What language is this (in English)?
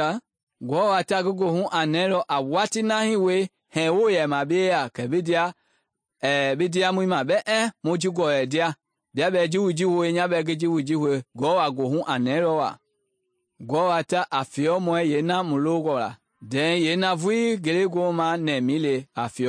Mende